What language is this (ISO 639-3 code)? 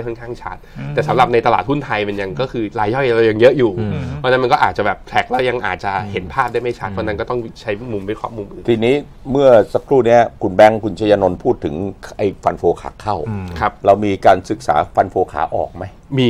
tha